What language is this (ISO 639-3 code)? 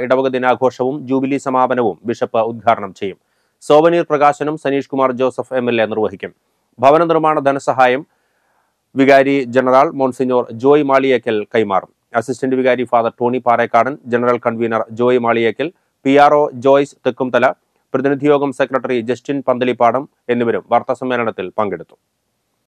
mal